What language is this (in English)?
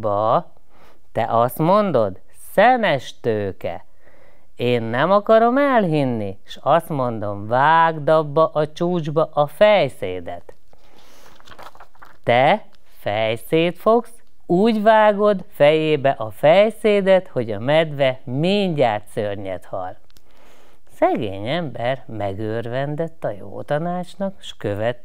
Hungarian